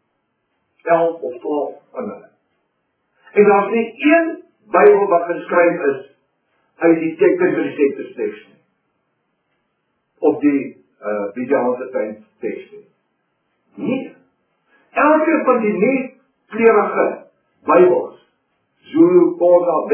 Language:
Afrikaans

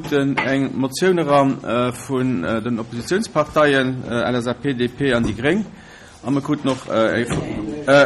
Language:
Luxembourgish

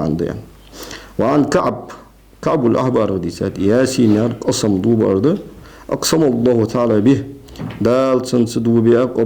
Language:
Ingush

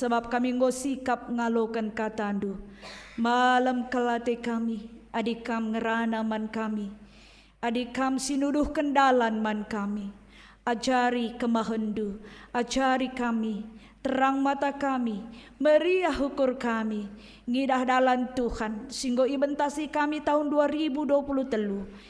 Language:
Batak Karo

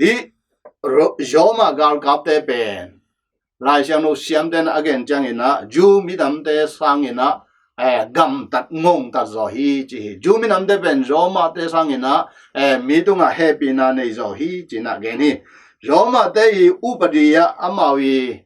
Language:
Tedim Chin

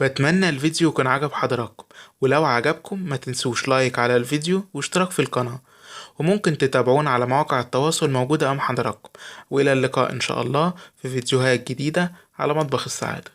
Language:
Egyptian Arabic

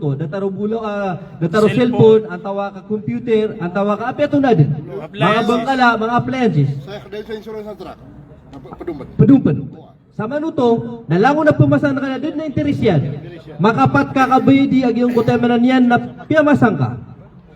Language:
Maranao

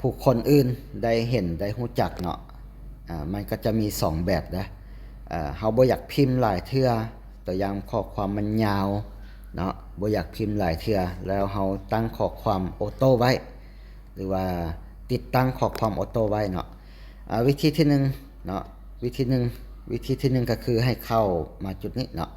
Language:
Lao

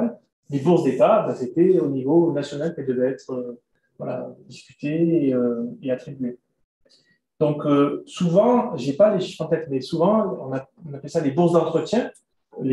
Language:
French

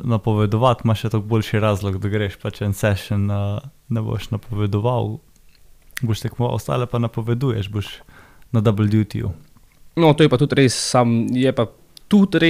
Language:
Slovenian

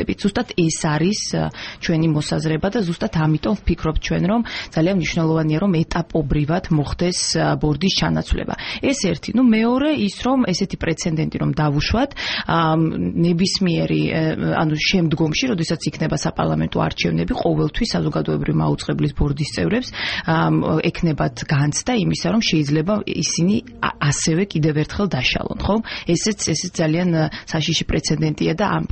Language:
Georgian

